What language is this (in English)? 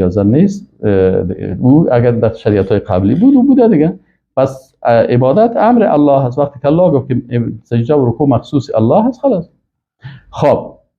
Persian